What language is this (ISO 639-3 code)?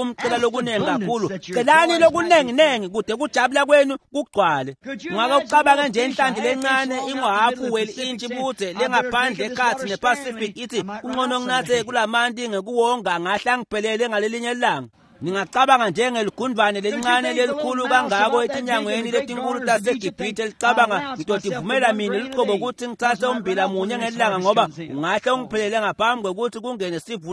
ssw